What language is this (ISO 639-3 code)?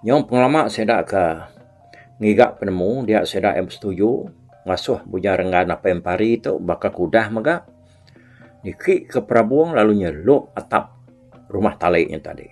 iba